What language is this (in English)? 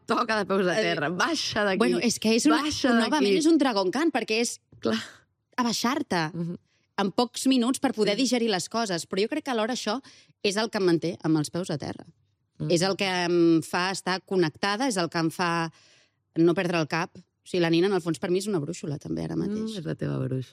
Catalan